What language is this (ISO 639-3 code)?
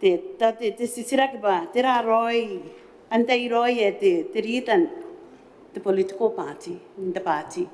gil